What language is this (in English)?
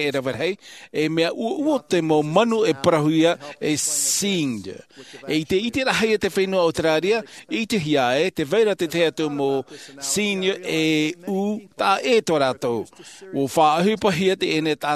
Tahitian